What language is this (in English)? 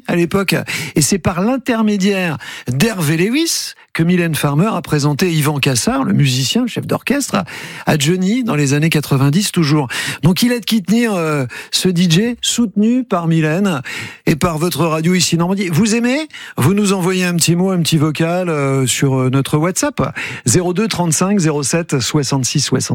French